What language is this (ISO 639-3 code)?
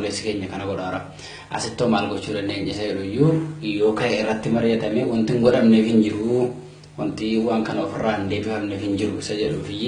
orm